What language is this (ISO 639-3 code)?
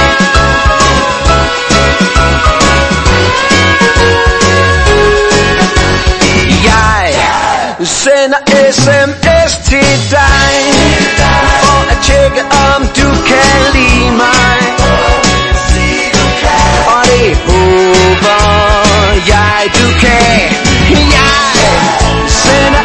dan